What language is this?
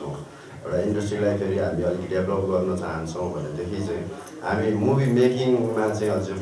Nepali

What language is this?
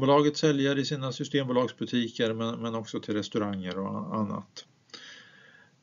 Swedish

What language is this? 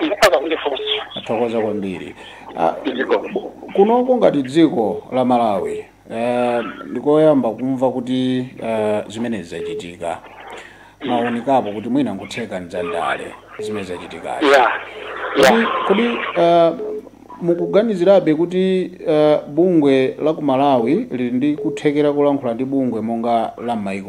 Nyanja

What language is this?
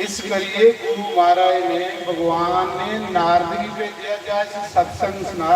Dogri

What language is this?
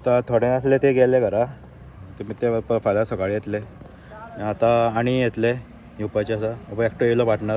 Konkani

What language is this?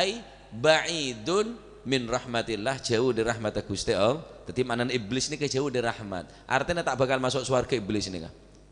Madurese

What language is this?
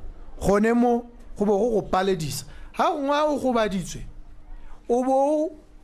Tswana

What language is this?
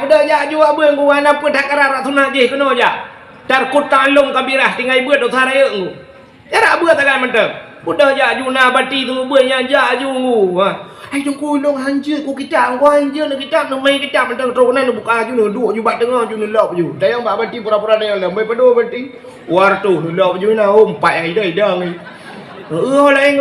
Achinese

